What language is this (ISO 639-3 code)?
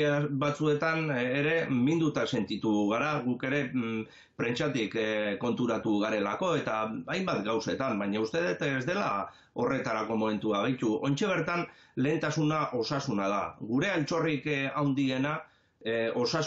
eus